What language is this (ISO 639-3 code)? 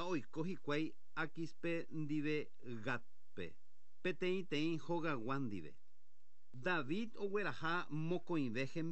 grn